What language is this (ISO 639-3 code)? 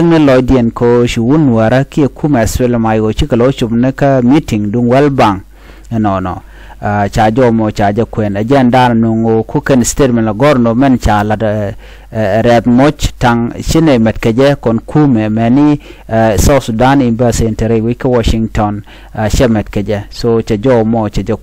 nus